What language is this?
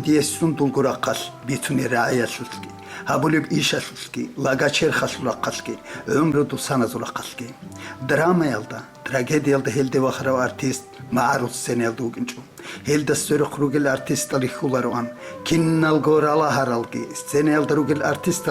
Avaric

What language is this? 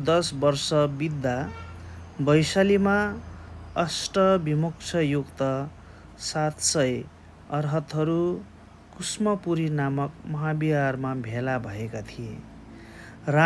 Nepali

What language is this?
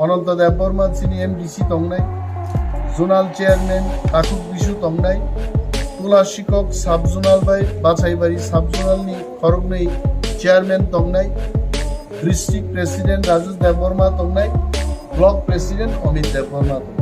Kok Borok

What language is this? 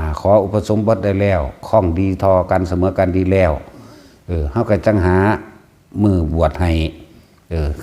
Northeastern Thai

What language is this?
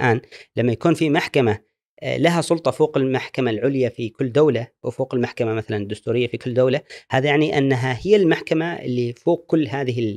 Gulf Arabic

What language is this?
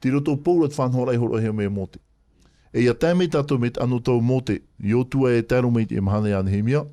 Tahitian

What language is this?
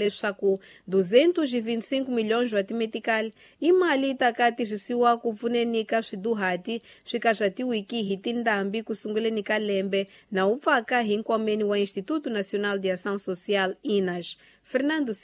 Tsonga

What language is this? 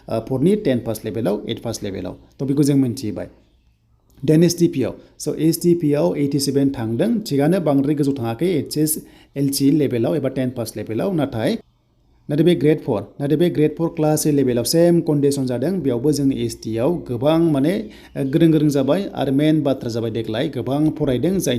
Bodo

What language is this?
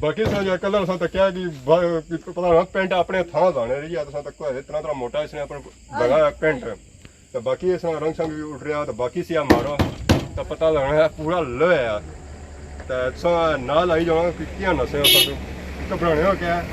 Pahari-Potwari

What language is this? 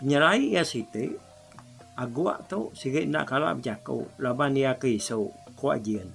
Iban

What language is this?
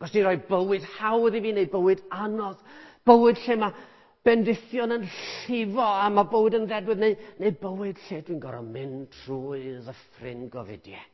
Welsh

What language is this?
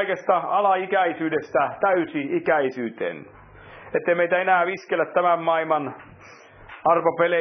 Finnish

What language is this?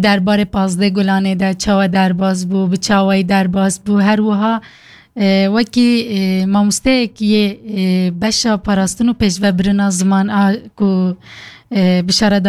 Kurdish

